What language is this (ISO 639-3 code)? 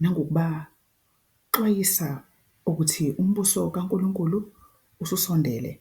zul